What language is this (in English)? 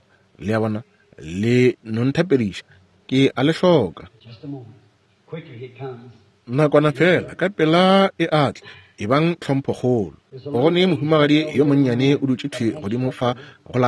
Northern Sotho